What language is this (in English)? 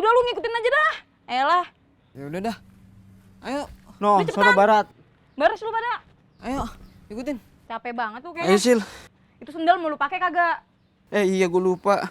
Betawi